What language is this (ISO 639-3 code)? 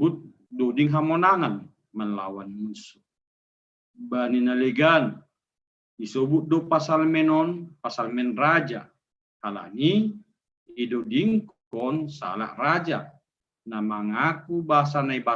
bts